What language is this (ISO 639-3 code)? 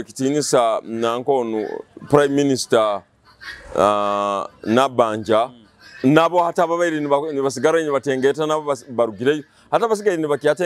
nyo